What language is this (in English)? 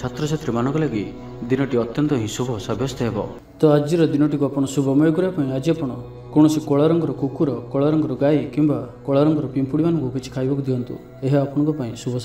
Odia